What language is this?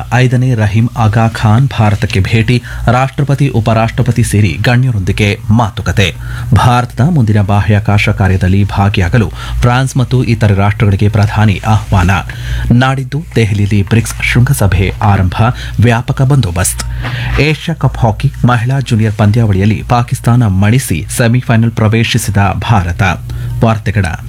Kannada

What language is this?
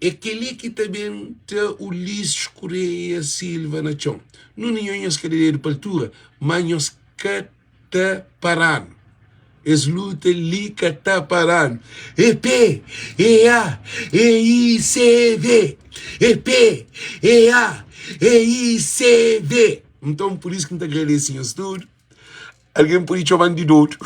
Kabuverdianu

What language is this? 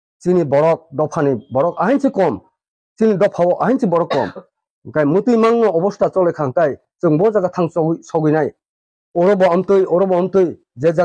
Kok Borok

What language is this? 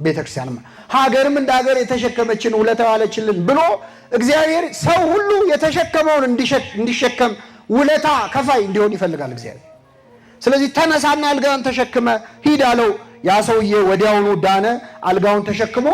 Amharic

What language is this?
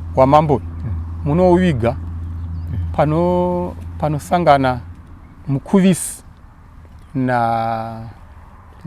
Shona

